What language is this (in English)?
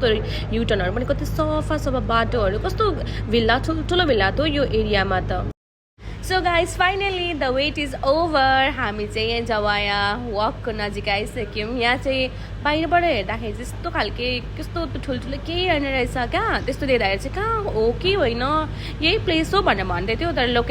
Nepali